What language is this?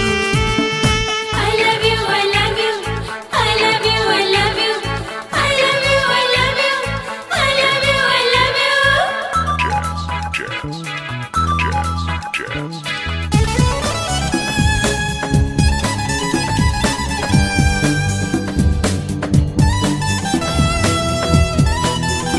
Santali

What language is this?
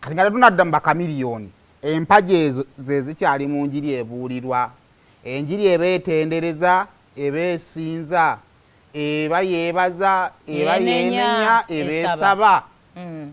Ganda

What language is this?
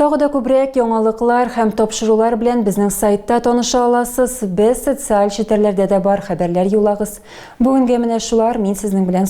Tatar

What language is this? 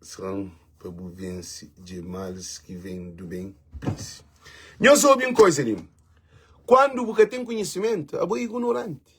Kabuverdianu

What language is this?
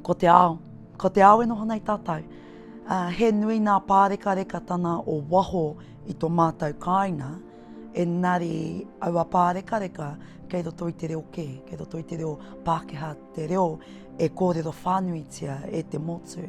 Māori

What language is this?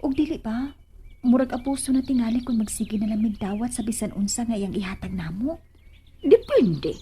Cebuano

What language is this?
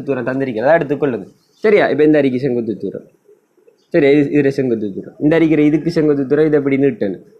Tamil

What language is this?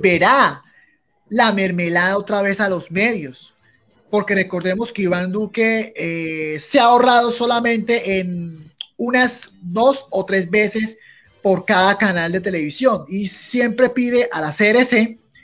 Spanish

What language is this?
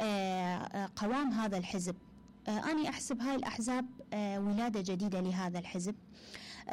Mesopotamian Arabic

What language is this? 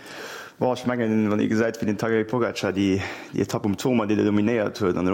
Luxembourgish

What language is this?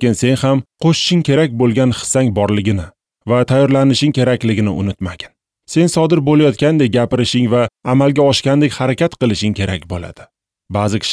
Uzbek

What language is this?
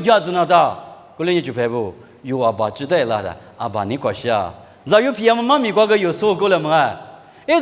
Lisu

